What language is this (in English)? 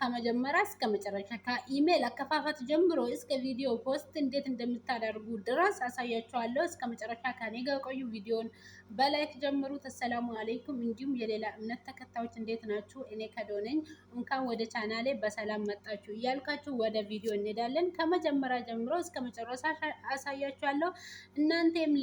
Amharic